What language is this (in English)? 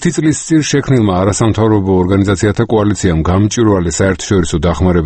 Georgian